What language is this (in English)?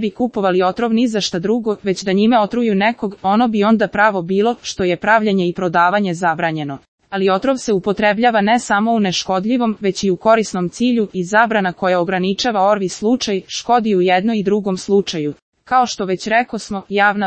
Serbian